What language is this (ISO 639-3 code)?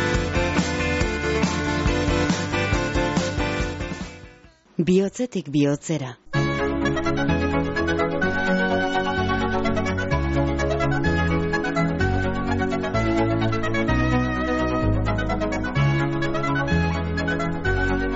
eus